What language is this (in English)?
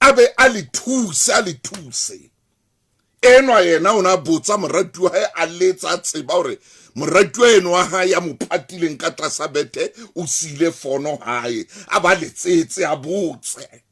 Southern Sotho